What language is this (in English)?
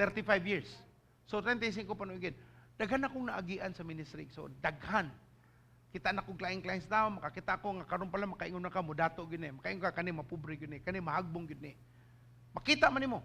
Cebuano